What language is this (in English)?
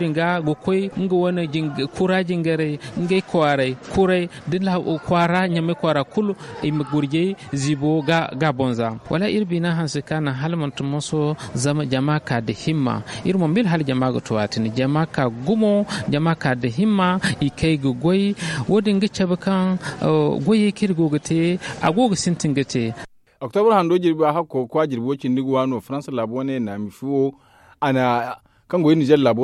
Zarma